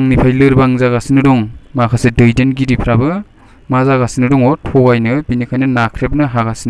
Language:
Bodo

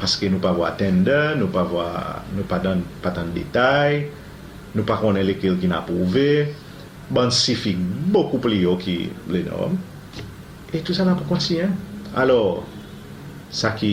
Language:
Seselwa Creole French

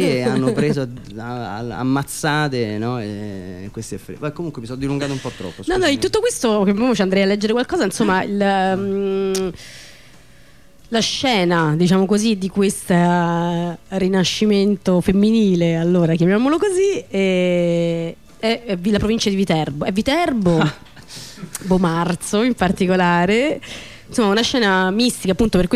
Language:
Italian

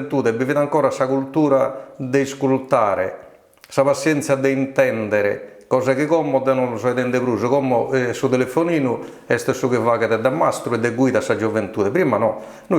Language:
Sardinian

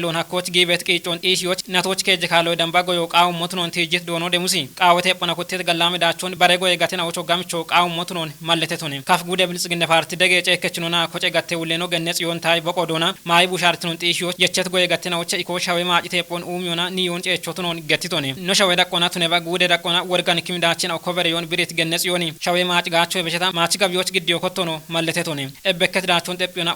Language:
Kafa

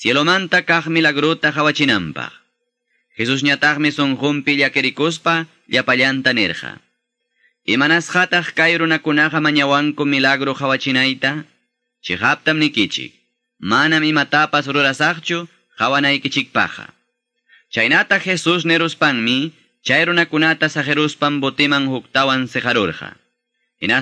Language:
Quechua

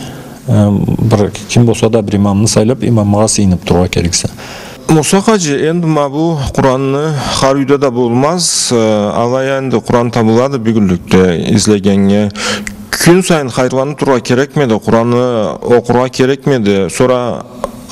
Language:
Karachay-Balkar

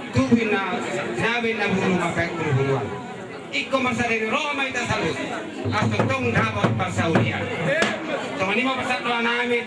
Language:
Batak Toba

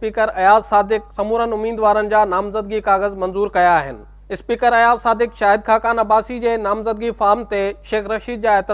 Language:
Sindhi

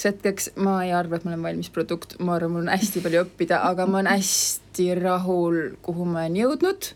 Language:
Estonian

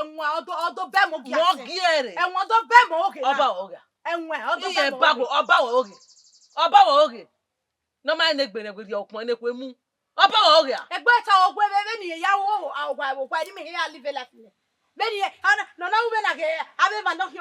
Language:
Bini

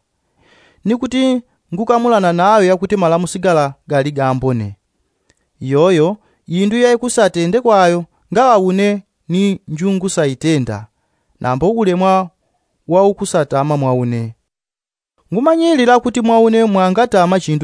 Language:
Yao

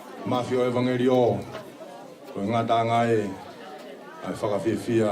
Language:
Tongan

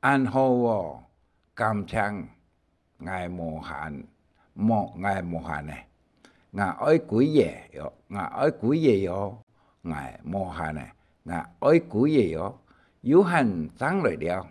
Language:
Hakka Chinese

